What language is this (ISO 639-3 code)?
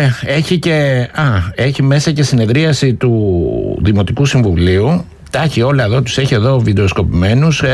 ell